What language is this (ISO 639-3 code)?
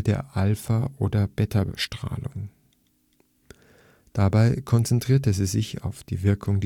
deu